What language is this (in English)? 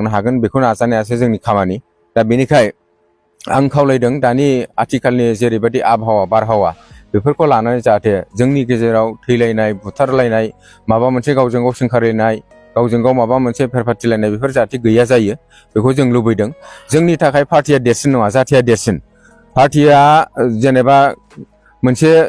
Bodo